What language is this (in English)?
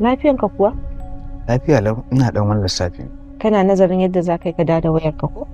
Hausa